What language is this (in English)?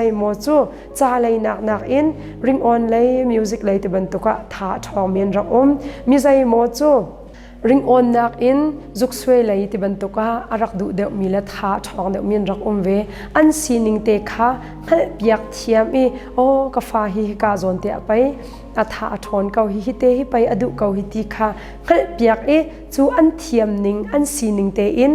Hakha Chin